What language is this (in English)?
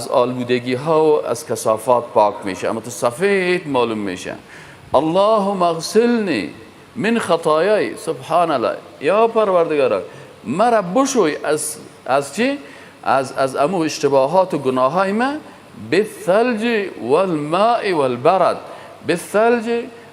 Persian